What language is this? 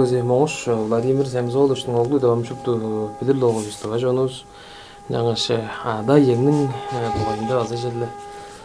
Tuvinian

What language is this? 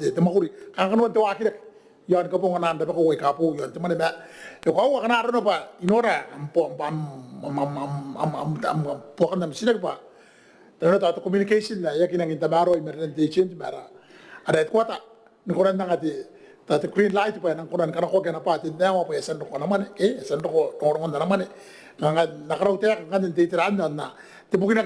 Gilbertese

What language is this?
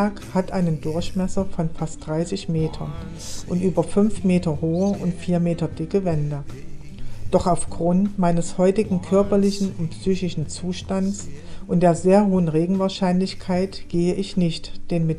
German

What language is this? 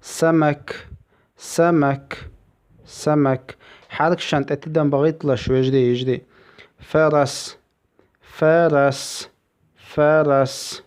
Chechen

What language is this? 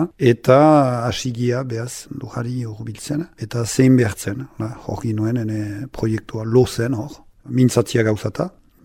Basque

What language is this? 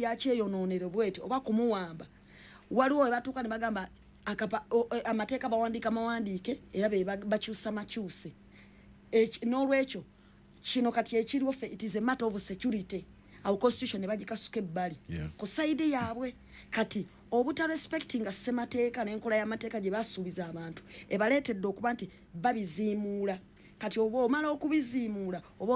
Ganda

